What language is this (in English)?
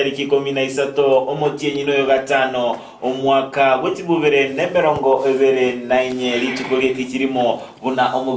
Gusii